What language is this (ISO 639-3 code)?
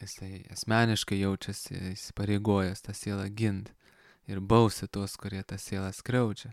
lit